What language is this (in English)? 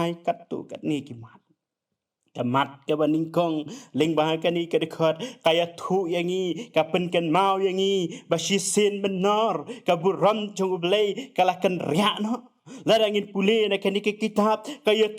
Khasi